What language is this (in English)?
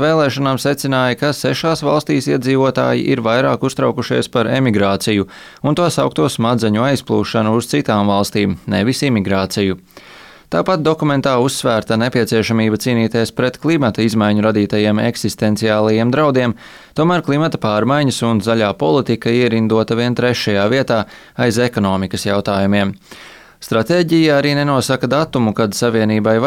Latvian